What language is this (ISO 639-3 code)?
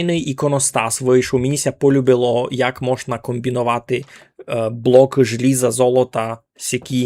rue